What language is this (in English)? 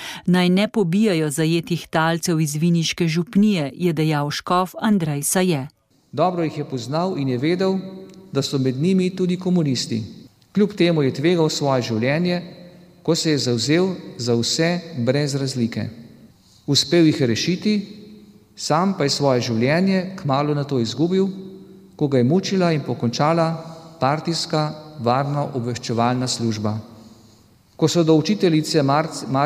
Slovenian